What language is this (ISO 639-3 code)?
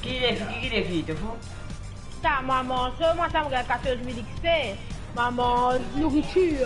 mfe